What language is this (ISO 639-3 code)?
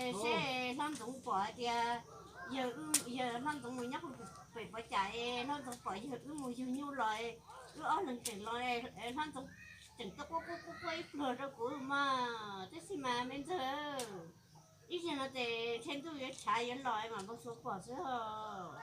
hmn